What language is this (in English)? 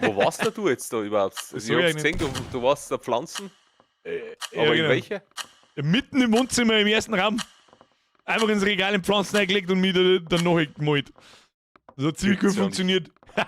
Bavarian